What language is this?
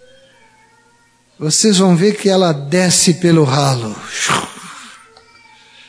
Portuguese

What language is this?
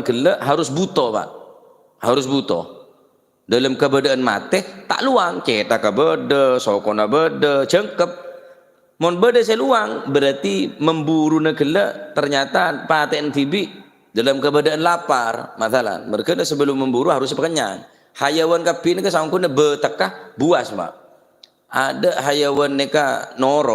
Madurese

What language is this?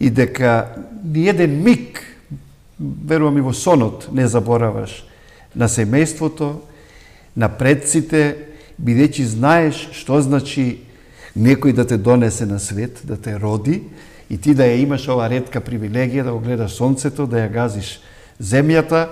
Macedonian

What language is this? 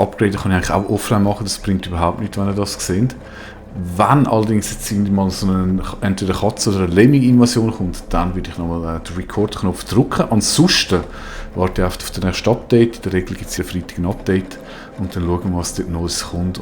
Swiss German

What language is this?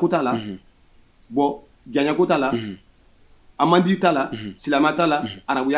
Bambara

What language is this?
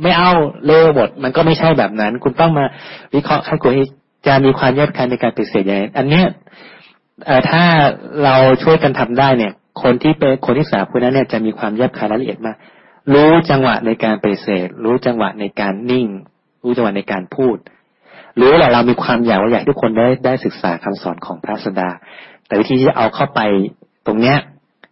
Thai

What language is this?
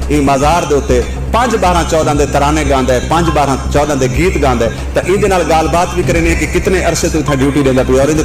Saraiki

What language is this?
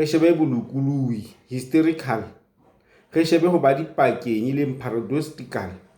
Southern Sotho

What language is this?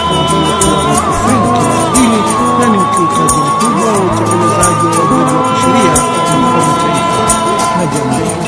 Swahili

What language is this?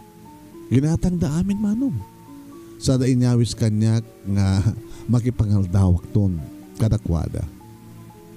Iloko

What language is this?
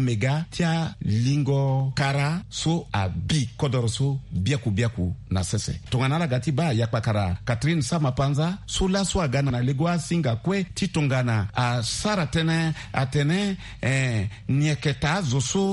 Sango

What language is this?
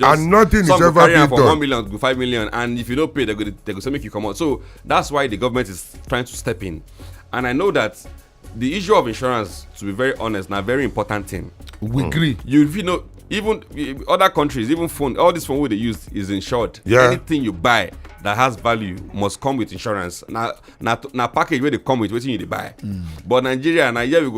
Nigerian Pidgin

